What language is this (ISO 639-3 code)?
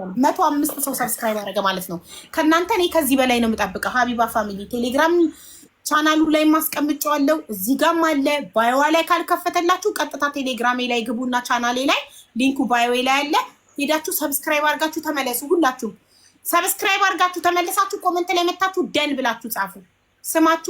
amh